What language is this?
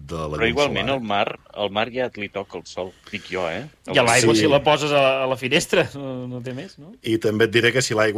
Catalan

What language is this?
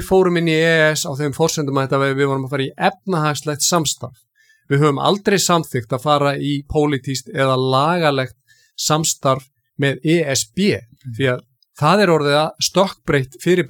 Icelandic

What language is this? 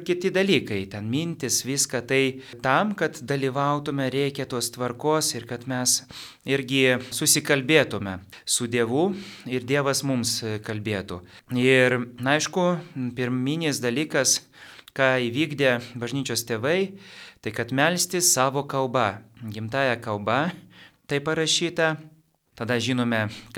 Lithuanian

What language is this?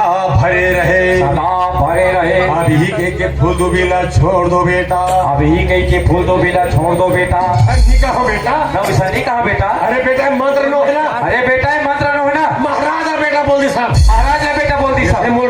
Chhattisgarhi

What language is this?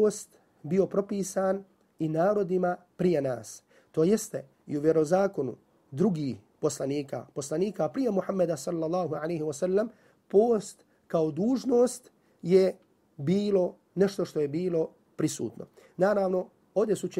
Bosnian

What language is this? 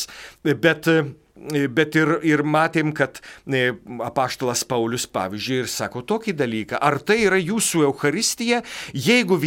Lithuanian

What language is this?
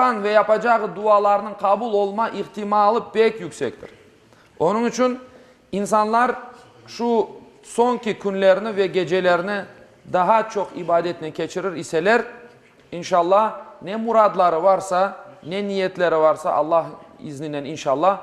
Crimean Tatar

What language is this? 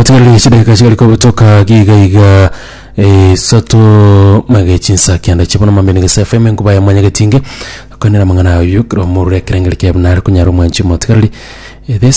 Gusii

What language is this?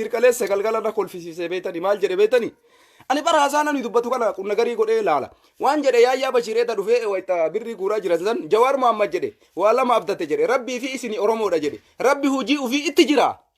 Oromo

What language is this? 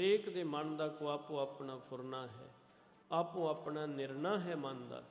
Punjabi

